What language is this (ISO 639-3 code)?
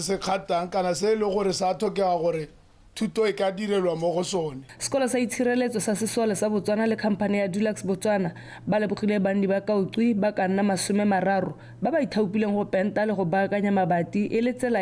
tsn